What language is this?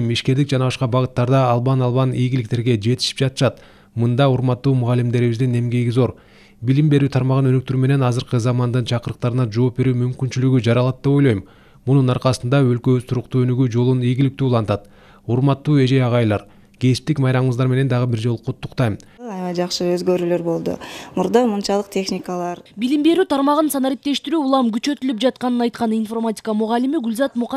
Kyrgyz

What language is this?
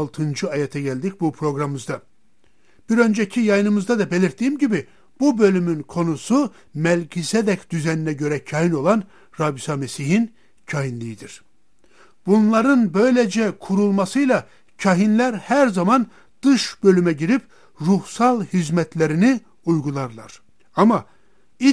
Turkish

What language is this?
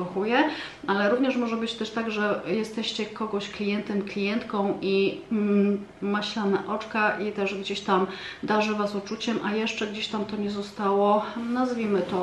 Polish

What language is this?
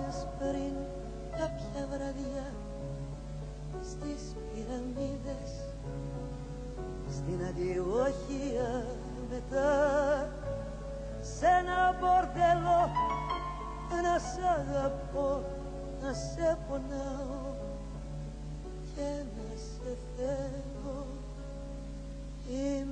Greek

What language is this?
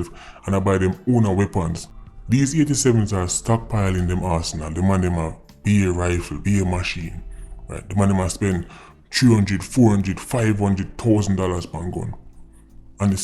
Jamaican Creole English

